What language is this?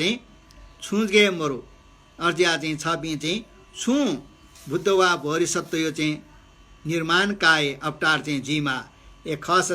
Newari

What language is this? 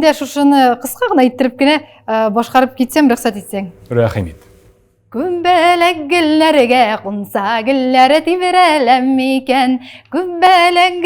Tatar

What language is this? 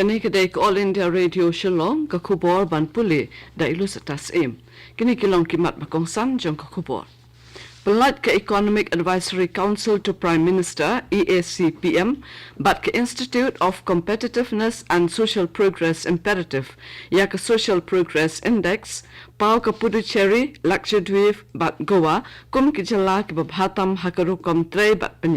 Khasi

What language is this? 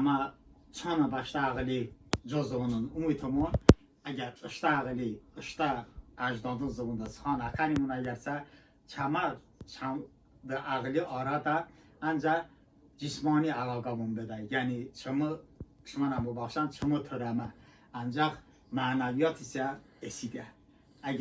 Talysh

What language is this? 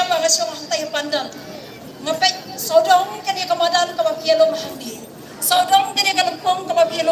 Khasi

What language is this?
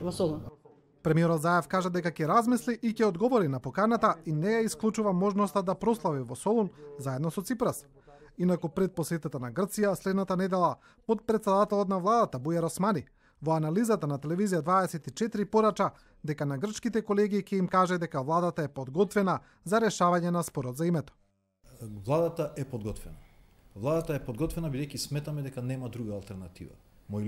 Macedonian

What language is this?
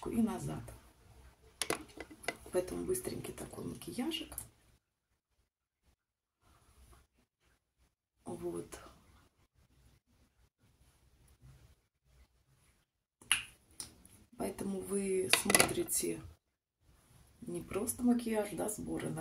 Russian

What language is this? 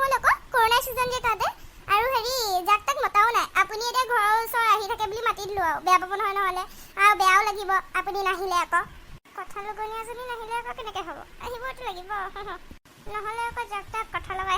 Assamese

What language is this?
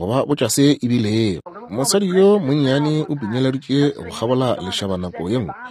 Northern Sotho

